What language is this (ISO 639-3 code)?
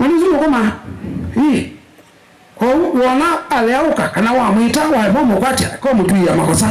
kam